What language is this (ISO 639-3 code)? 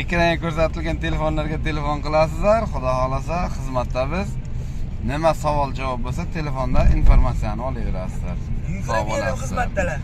uzb